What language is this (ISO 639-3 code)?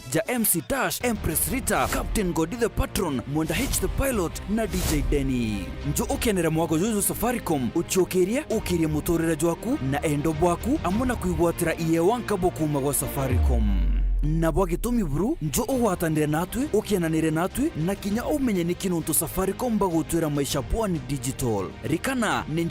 mer